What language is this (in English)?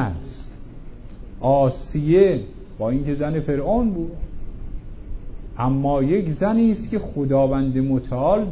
Persian